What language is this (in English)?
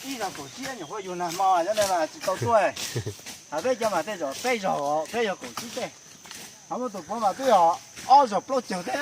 Hmong